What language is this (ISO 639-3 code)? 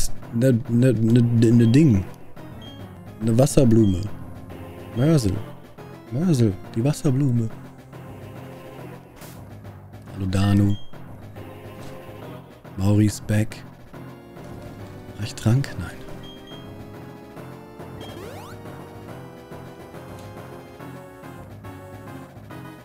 deu